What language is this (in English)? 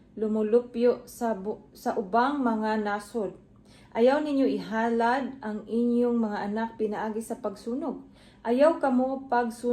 Cebuano